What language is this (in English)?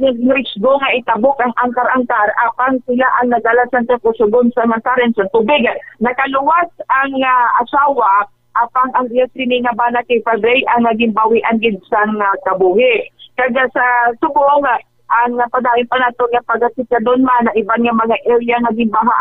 Hiligaynon